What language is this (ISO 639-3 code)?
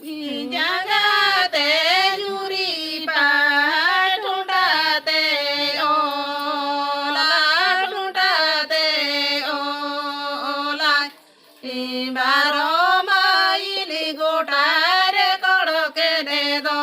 sat